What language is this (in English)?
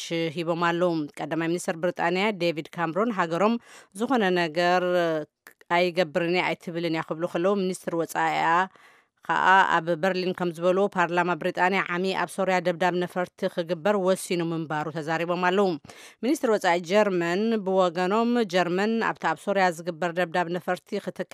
Tigrinya